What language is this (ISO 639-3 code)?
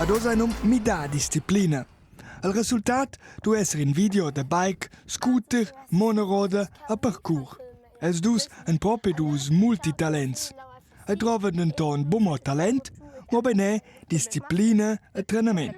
roh